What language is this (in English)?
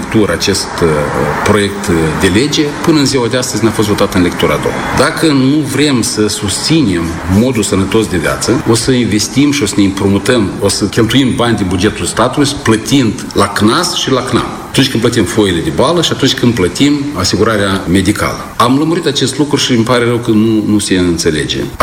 Romanian